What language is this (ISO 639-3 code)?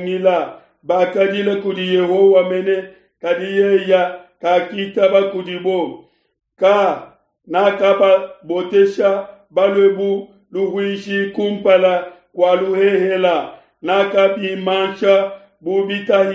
lua